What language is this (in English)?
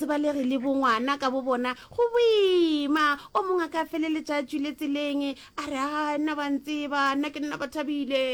Northern Sotho